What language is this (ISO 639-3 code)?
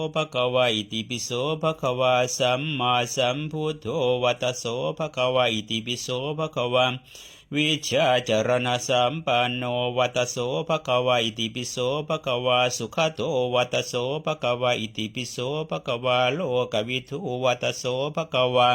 pli